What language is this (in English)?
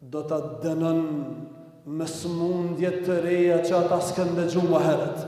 Albanian